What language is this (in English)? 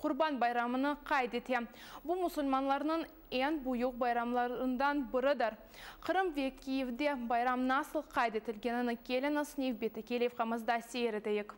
Crimean Tatar